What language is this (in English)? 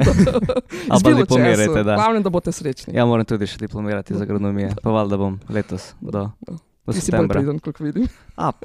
Slovenian